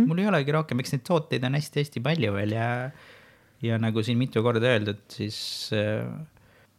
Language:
Estonian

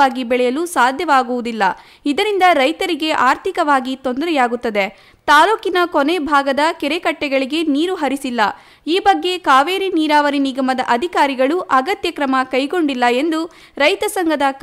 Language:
Kannada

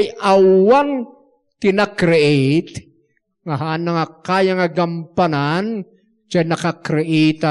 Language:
Iloko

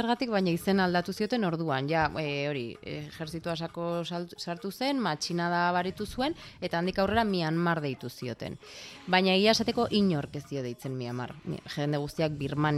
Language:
Basque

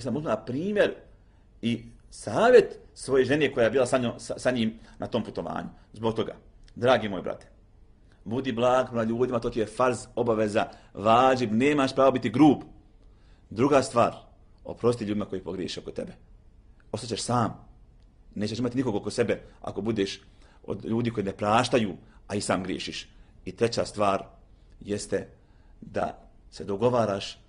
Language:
Bosnian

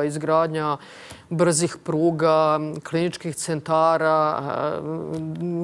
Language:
Serbian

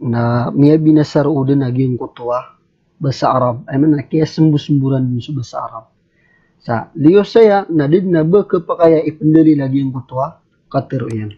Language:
Maranao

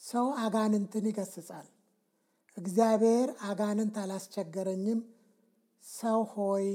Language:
Amharic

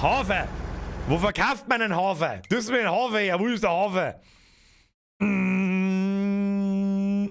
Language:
Bavarian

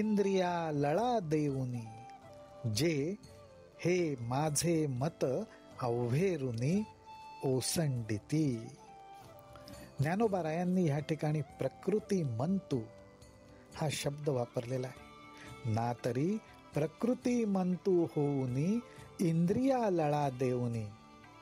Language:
Marathi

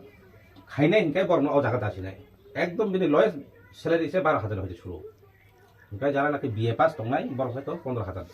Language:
Riang (India)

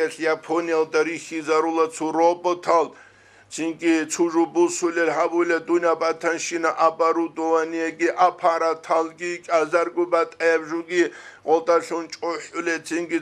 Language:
Avaric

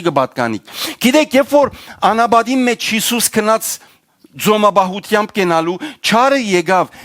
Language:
Western Armenian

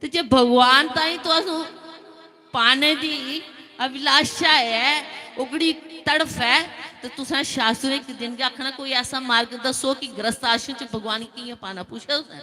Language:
Dogri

